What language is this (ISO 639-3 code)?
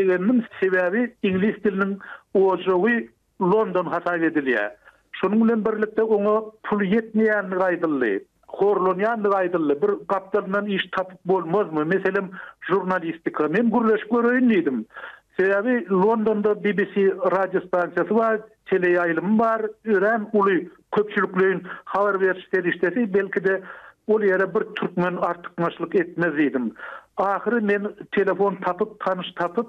tuk